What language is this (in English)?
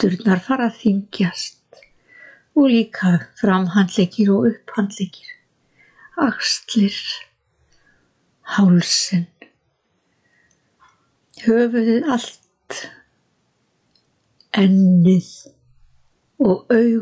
Icelandic